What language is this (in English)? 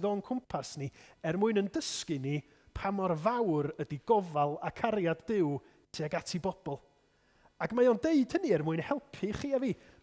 Welsh